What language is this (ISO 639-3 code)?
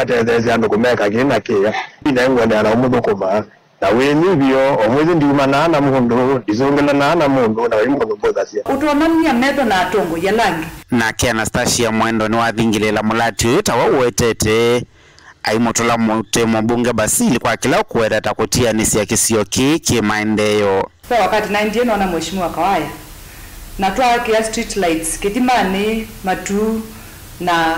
kam